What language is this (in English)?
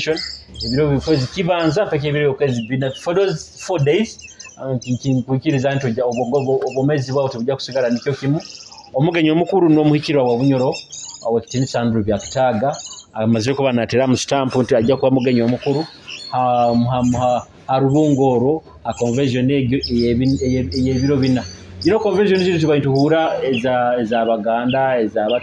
Nyoro